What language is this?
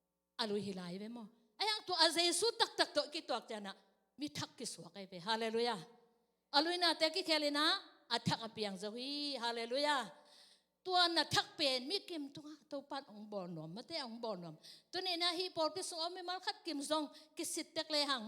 Tedim Chin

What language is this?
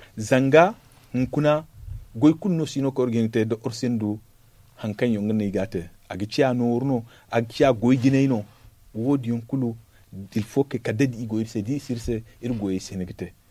Zarma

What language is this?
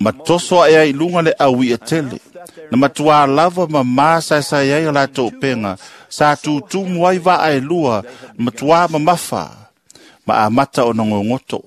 Samoan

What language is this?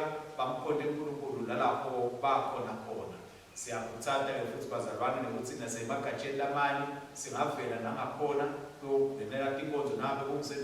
Swati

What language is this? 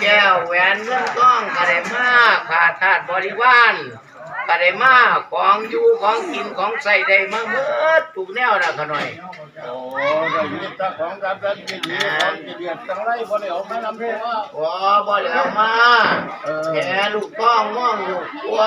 Northeastern Thai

